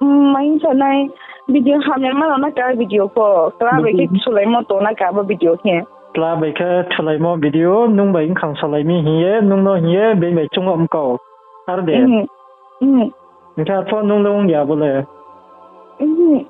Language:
Riang (India)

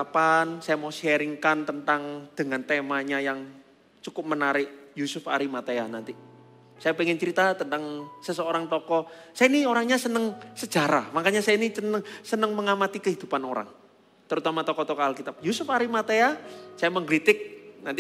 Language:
Indonesian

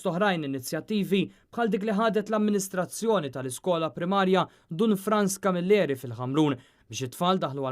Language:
Maltese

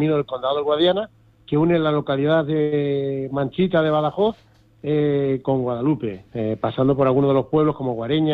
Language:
Spanish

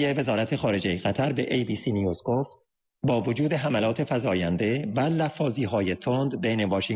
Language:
Persian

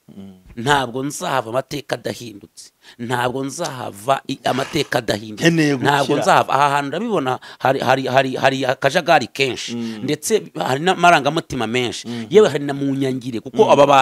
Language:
Kinyarwanda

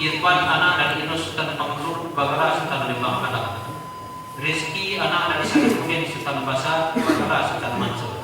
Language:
Minangkabau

